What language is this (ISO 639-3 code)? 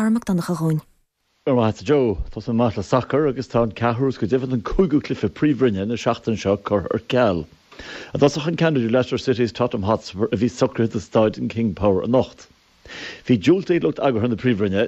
gle